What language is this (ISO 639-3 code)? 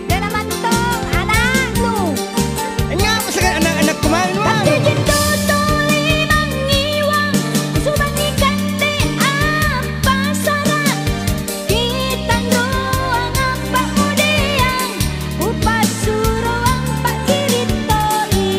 mak